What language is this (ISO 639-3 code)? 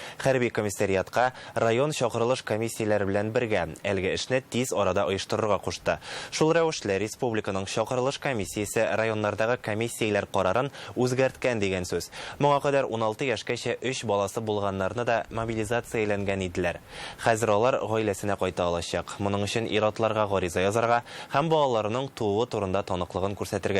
tat